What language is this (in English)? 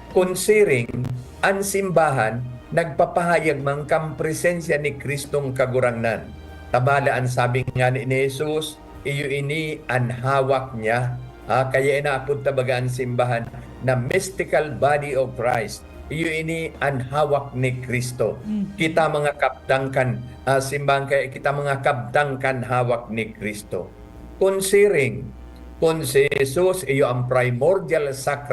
Bikol